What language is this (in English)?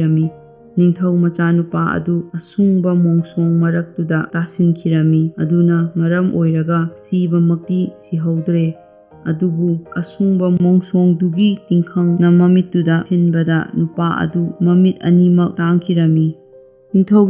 Manipuri